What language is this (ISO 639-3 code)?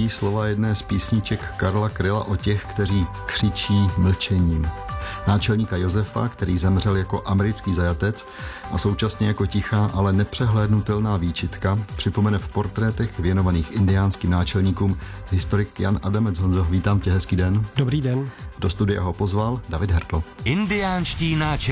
ces